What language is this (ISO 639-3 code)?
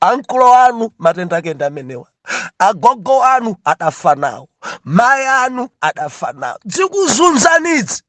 nya